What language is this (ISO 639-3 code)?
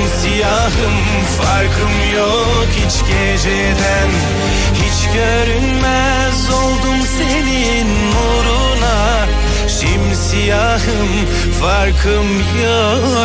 tur